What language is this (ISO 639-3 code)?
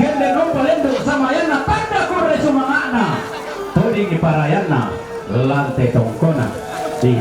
sda